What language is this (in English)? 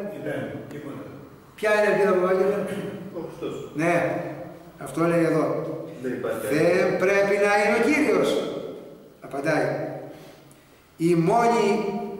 Greek